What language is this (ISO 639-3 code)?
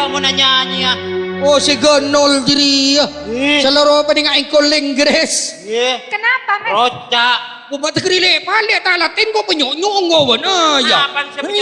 mad